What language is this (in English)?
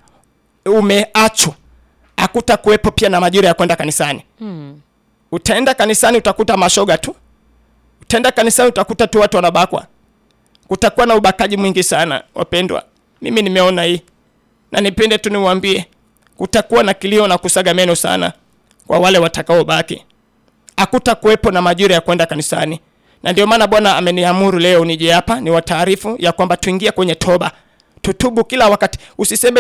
Swahili